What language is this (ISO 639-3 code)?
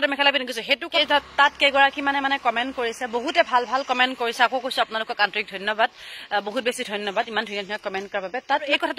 asm